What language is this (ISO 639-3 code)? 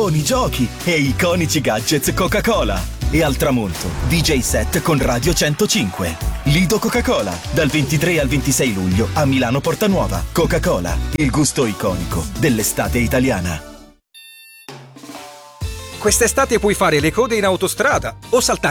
ita